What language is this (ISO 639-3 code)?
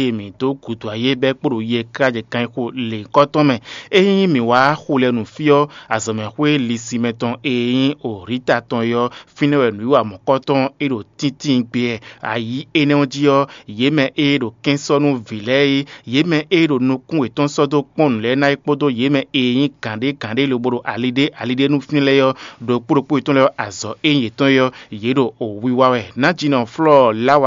fon